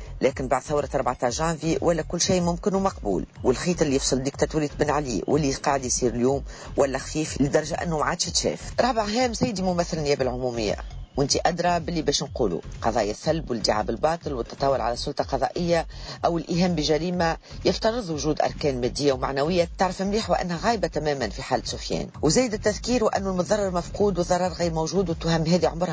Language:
Tunisian Arabic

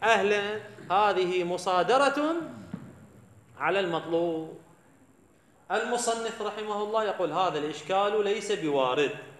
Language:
Arabic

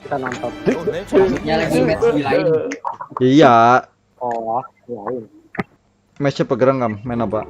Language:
Banjar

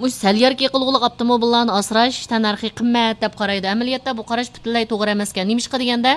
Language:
Uyghur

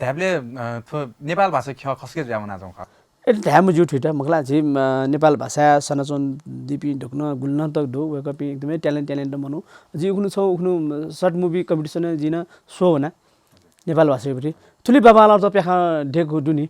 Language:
Newari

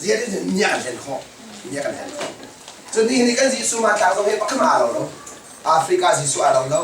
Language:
Hakha Chin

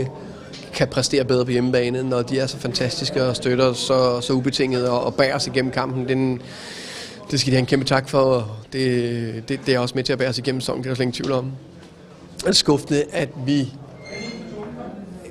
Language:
Danish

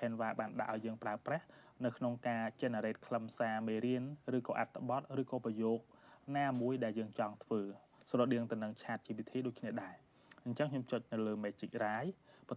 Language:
Khmer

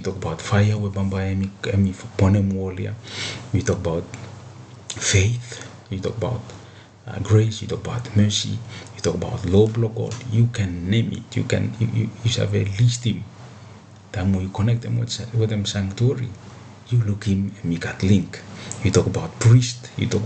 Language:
Bislama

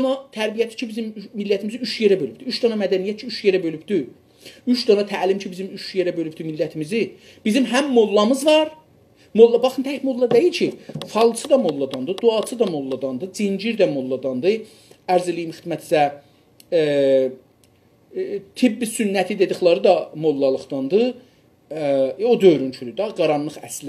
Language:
South Azerbaijani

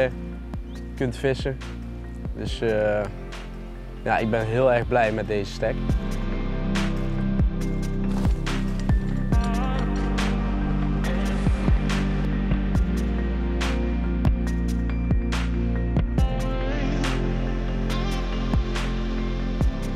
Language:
Dutch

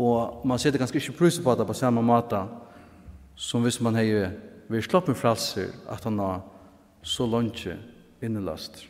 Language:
Faroese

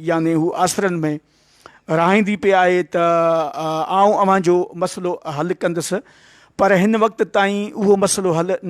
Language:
Sindhi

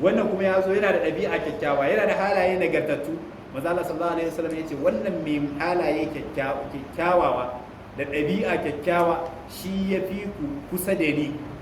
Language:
Hausa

